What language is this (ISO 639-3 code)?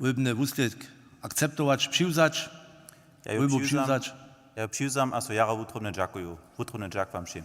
hsb